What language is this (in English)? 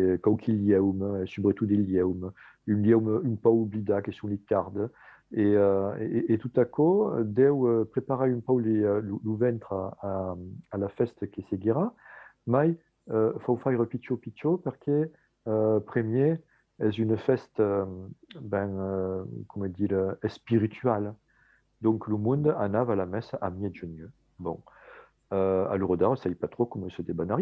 Occitan